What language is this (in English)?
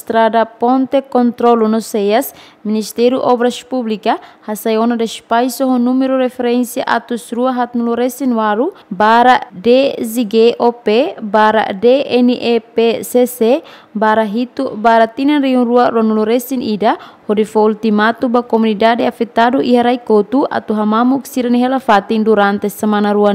Tetum